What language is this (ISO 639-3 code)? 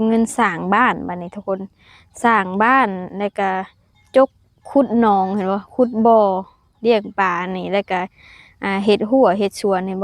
lao